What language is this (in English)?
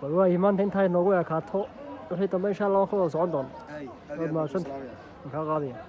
Somali